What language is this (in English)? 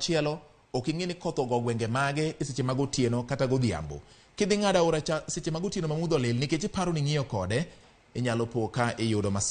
Luo (Kenya and Tanzania)